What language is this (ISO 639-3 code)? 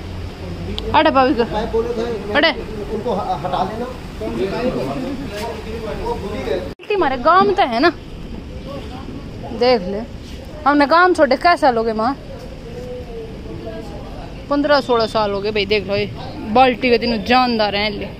hin